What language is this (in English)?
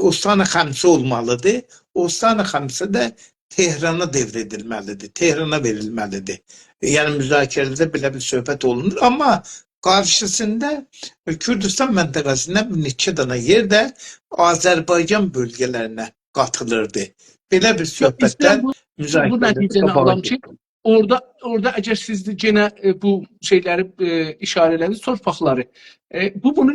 South Azerbaijani